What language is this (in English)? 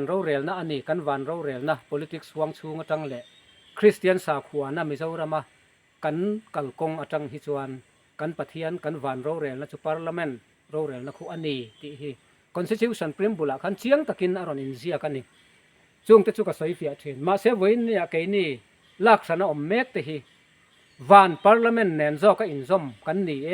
Mizo